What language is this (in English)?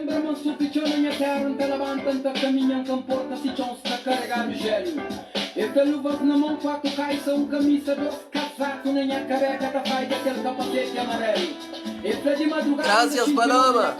Kabuverdianu